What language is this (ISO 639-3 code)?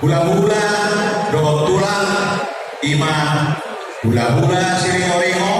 bbc